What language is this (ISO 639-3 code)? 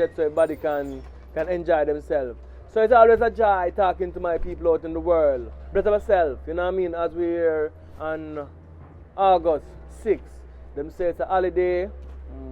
jam